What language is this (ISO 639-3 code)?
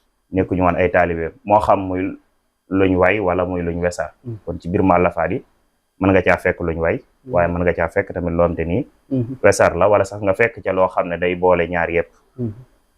wol